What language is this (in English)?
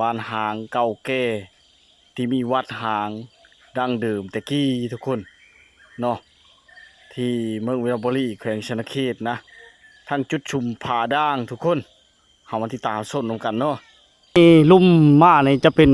Lao